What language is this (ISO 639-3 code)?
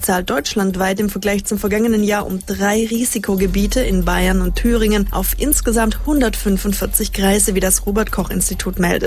deu